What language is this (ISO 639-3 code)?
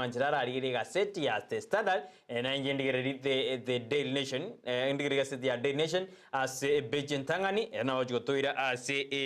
guz